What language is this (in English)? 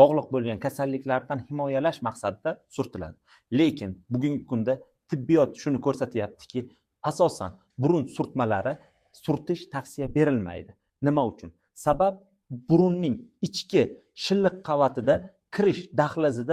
Uzbek